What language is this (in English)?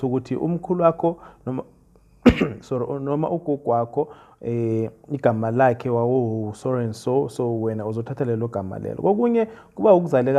Zulu